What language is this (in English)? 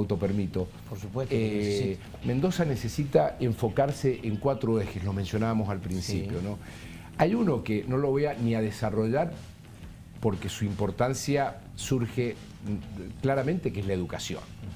Spanish